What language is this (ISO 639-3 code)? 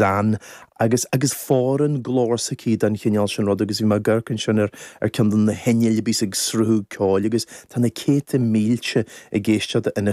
gle